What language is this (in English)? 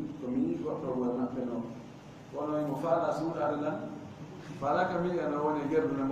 Fula